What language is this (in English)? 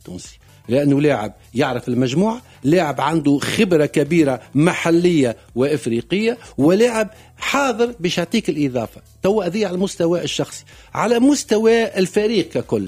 Tunisian Arabic